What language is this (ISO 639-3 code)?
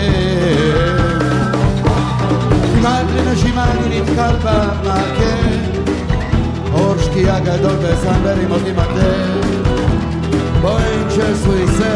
heb